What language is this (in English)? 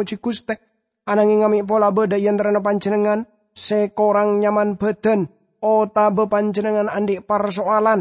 Madurese